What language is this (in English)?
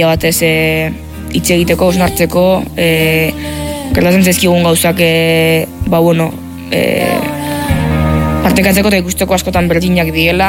Basque